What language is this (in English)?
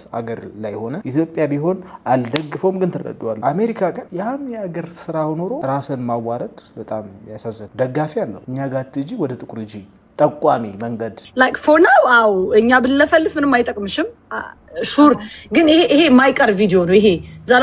Amharic